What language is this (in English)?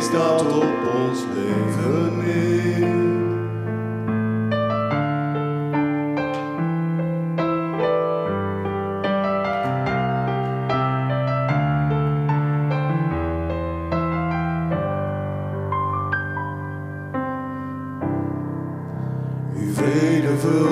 Dutch